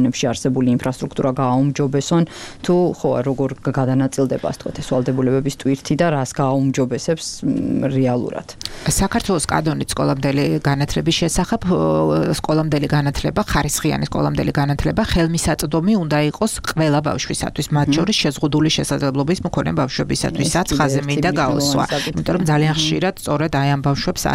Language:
Georgian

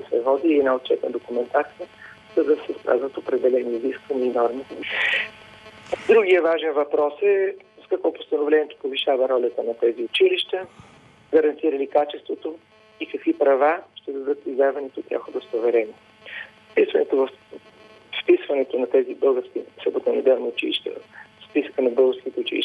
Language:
Bulgarian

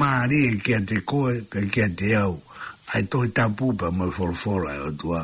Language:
Tongan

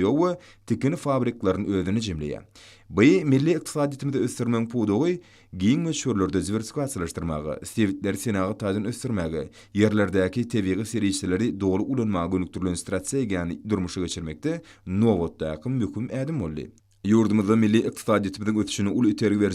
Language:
Turkmen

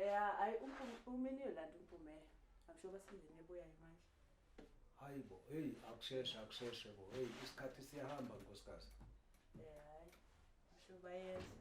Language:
Zulu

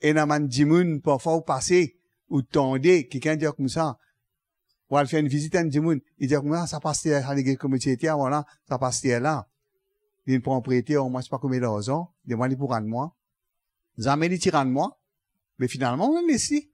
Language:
Morisyen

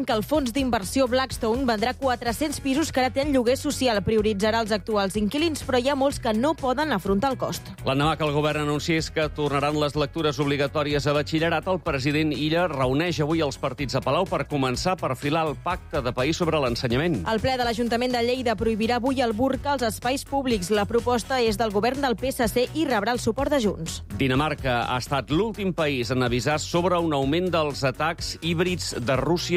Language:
Catalan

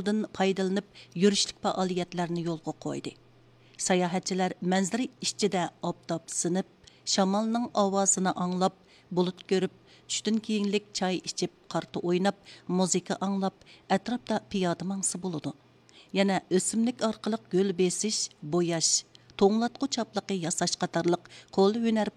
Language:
Uyghur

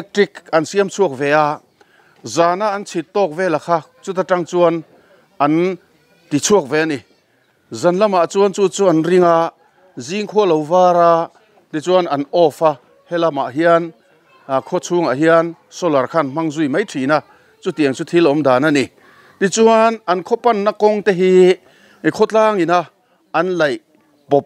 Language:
Mizo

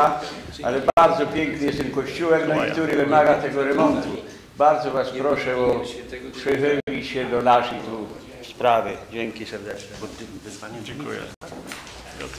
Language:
Polish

